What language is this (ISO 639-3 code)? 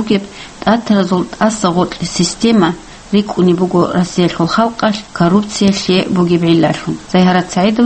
ava